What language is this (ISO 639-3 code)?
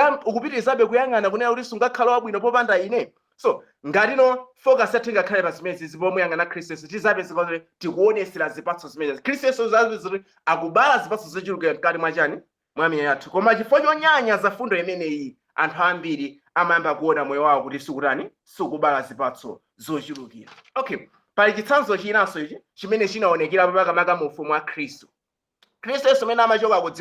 nya